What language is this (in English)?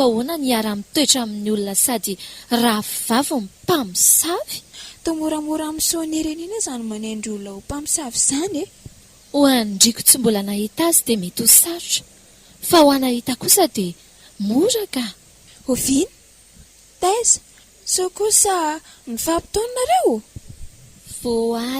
Malagasy